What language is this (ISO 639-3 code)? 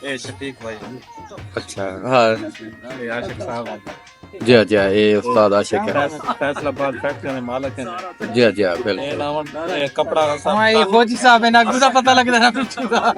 skr